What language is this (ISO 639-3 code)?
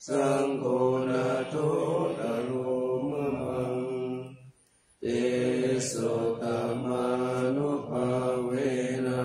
pli